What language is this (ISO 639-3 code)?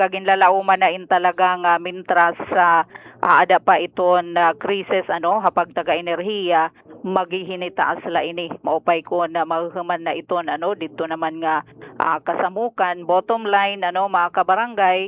war